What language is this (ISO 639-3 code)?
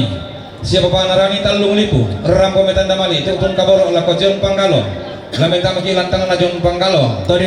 sda